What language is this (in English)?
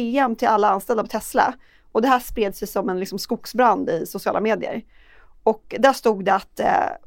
Swedish